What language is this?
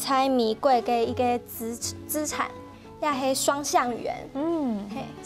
Hakka Chinese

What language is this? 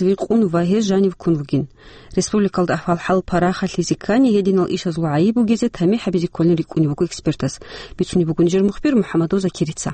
Avaric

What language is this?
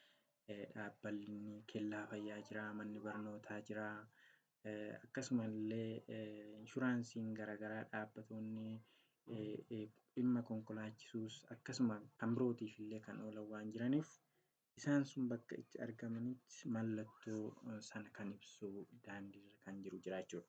Oromo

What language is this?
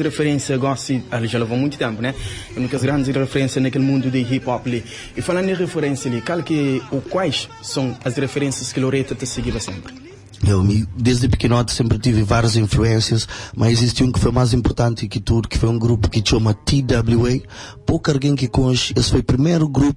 Kabuverdianu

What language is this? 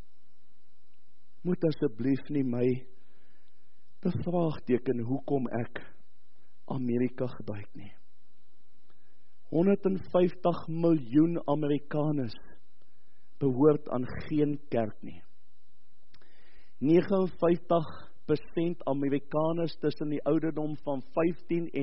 Afrikaans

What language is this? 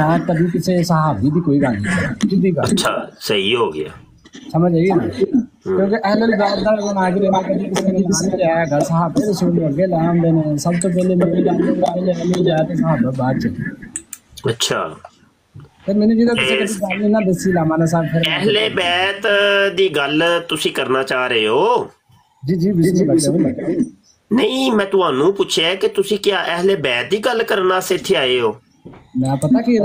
Urdu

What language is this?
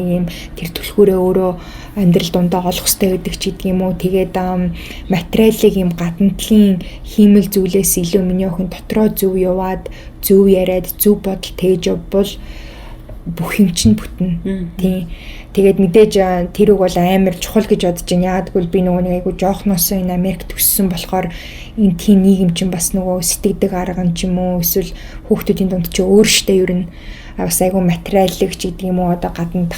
Mongolian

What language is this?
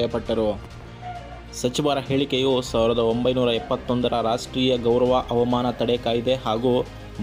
Kannada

